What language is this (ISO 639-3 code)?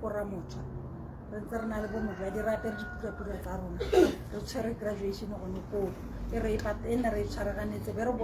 tsn